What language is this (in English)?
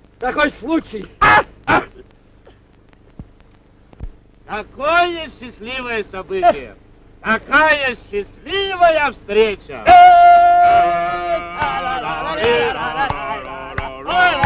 Russian